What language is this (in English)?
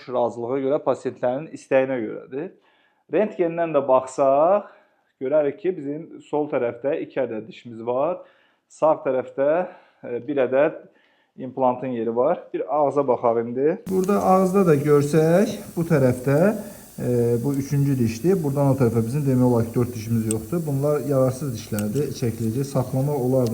Azerbaijani